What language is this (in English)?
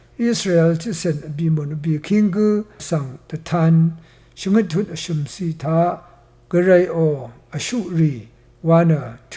Rawang